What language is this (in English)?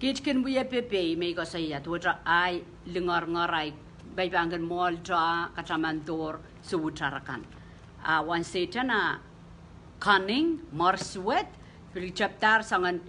Pohnpeian